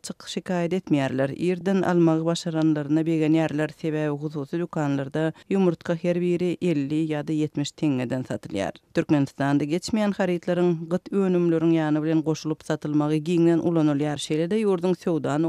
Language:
Turkmen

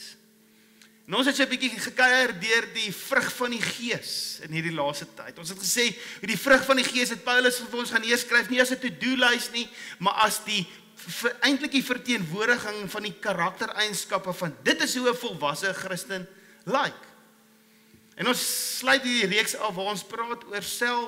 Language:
Afrikaans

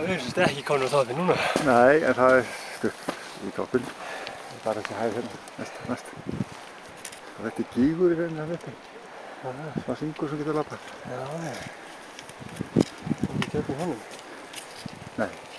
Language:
Icelandic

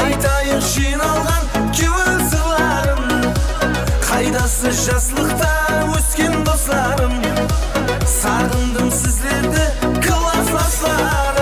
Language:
Kara-Kalpak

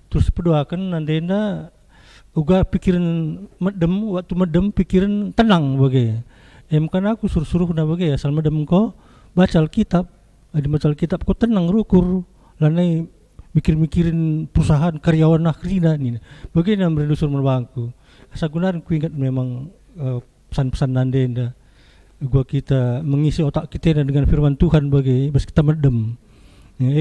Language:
Batak Karo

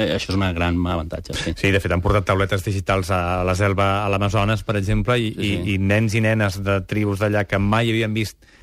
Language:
Catalan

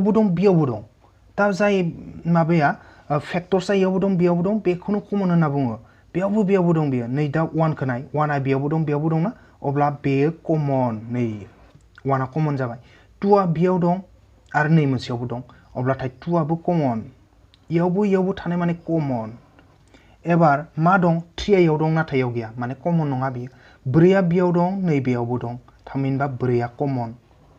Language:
Bodo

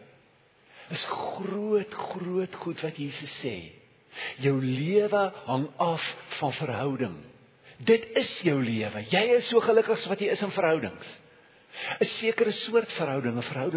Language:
Afrikaans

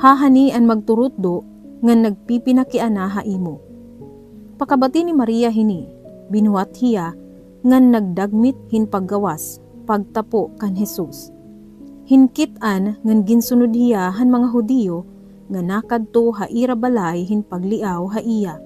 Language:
Waray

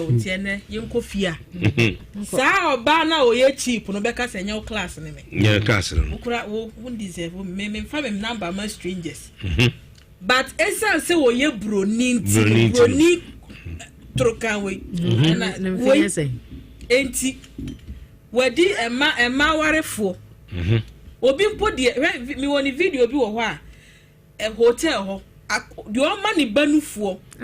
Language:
Akan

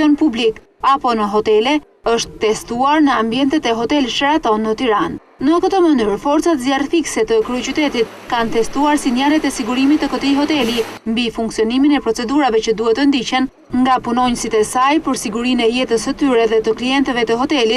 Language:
Albanian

